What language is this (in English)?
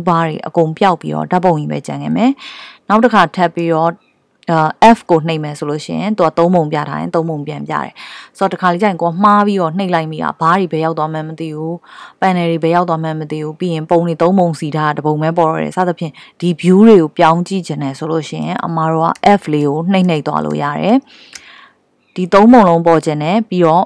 Burmese